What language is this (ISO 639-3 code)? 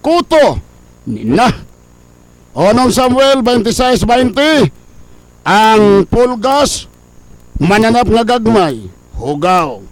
ceb